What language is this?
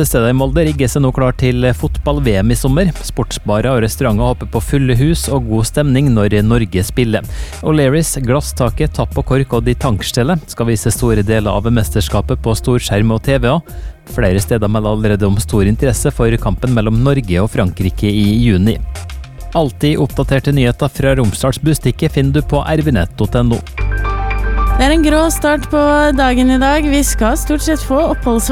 Norwegian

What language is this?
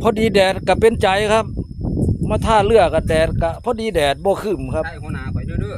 Northeastern Thai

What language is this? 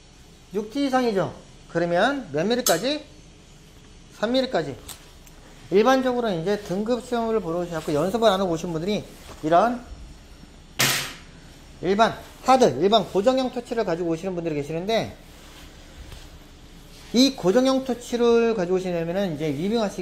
Korean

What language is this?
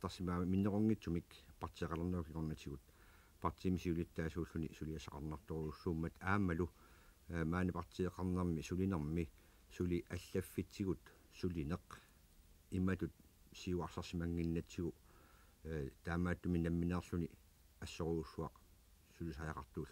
Kalaallisut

